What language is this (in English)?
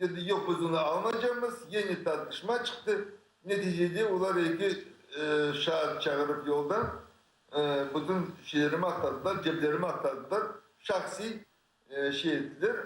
Crimean Tatar